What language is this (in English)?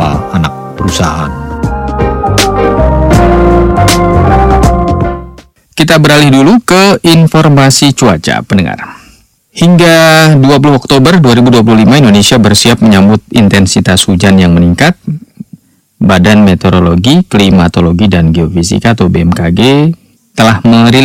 Indonesian